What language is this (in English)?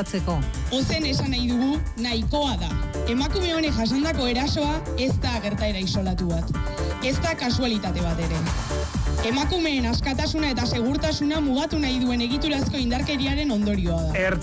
Basque